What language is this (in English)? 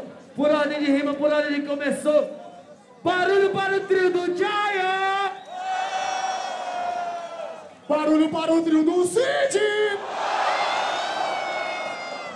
Portuguese